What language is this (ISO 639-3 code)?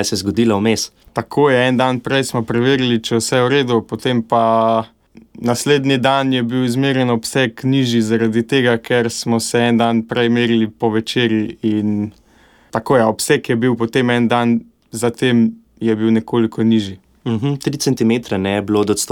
slv